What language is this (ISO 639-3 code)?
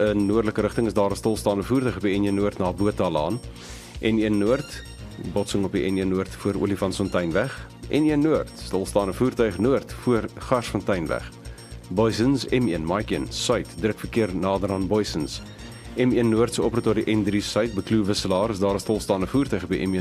afr